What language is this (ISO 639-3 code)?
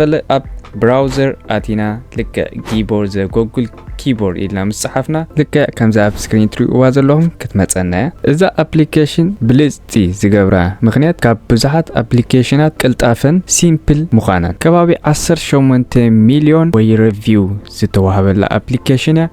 tir